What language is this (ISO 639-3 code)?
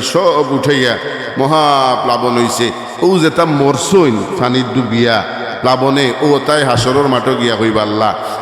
syl